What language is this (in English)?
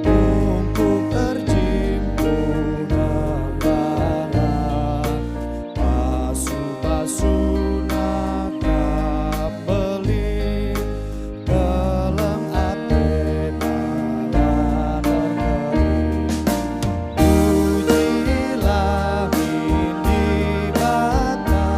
Batak Karo